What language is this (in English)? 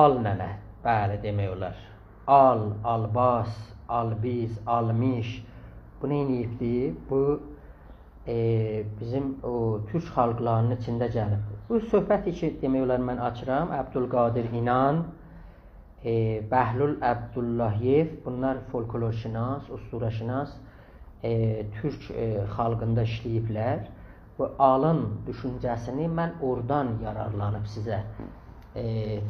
South Azerbaijani